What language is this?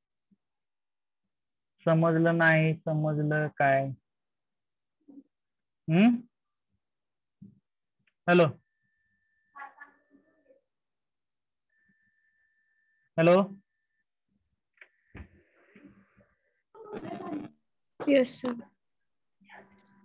Marathi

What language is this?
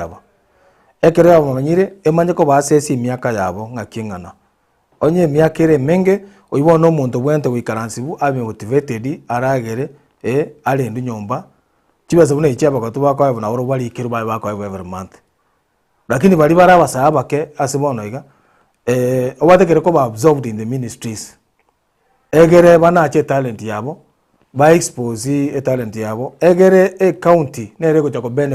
Gusii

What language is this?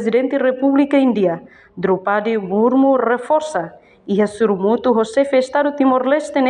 Tetum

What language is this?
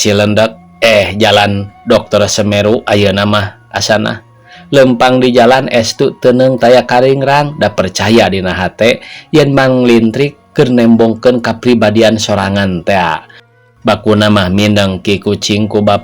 Sundanese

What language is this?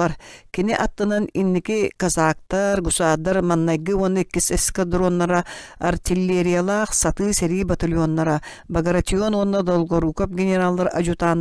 Yakut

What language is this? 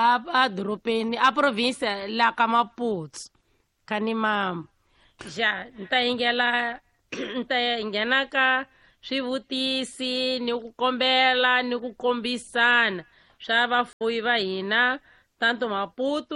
Tsonga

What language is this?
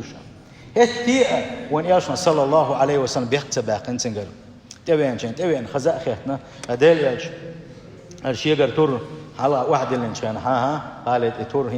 Chechen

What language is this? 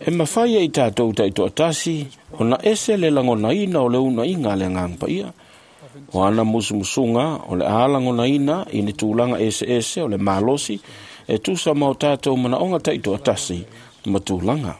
Samoan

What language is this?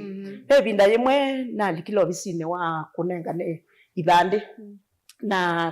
Kamba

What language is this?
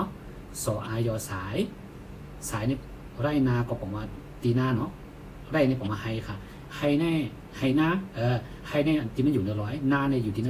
Shan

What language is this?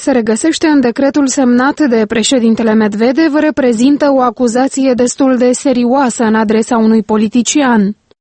Romanian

